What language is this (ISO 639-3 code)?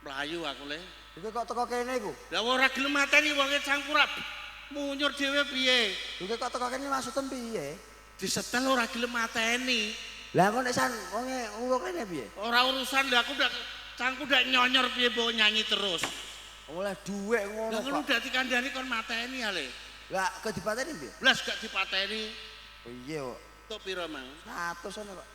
jav